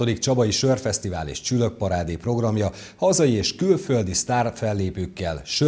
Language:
Hungarian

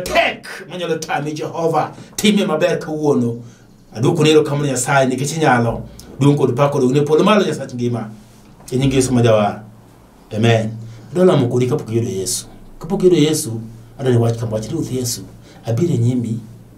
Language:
Luo (Kenya and Tanzania)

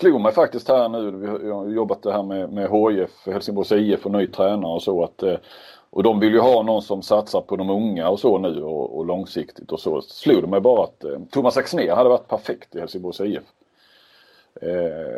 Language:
Swedish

